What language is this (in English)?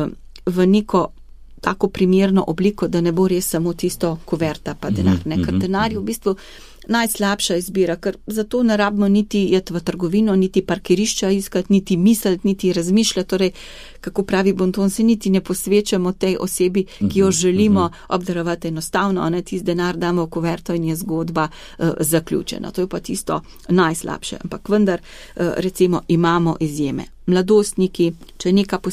Slovenian